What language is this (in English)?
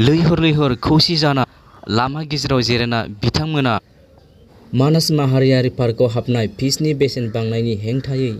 Bodo